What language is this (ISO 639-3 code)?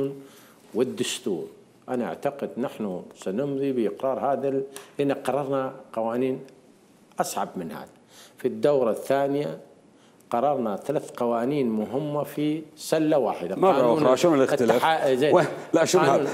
acm